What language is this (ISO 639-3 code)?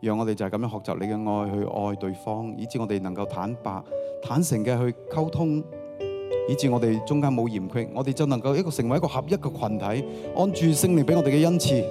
yue